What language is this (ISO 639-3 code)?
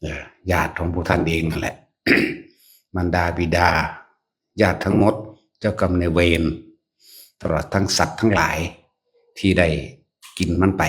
lao